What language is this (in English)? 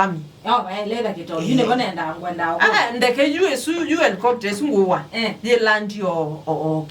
Kamba